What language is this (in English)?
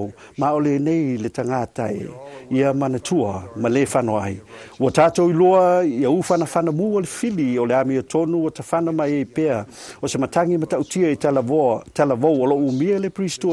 Samoan